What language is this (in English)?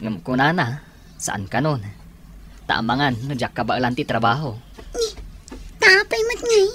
Iloko